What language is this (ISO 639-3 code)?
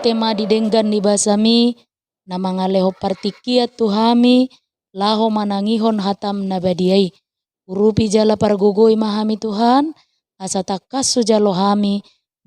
bbc